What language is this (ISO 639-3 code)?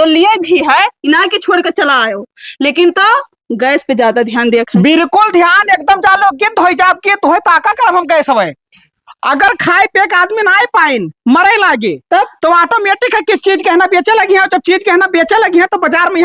awa